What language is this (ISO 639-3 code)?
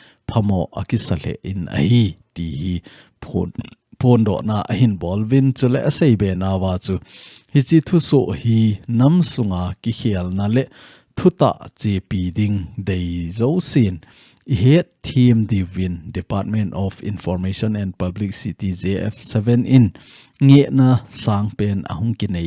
tcz